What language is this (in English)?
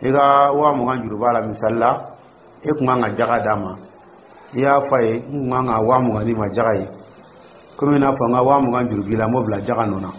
Dyula